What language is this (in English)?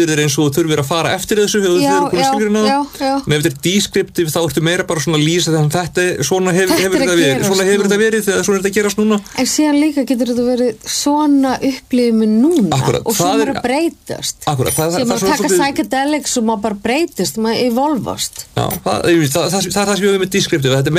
Icelandic